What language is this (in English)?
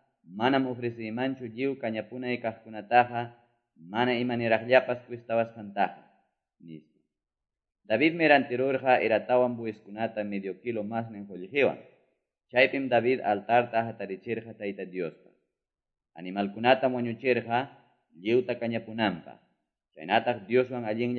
Quechua